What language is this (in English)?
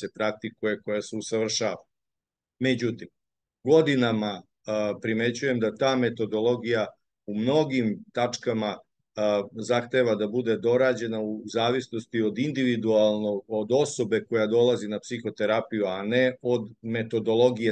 Serbian